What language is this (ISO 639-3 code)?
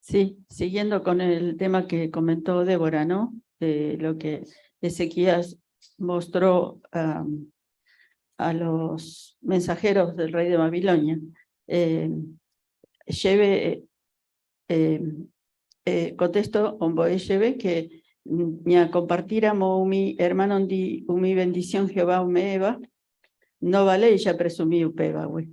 grn